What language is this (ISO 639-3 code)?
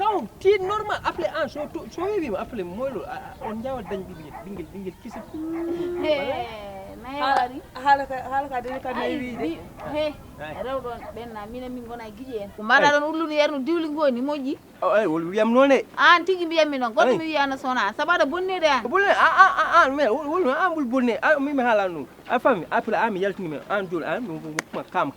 ful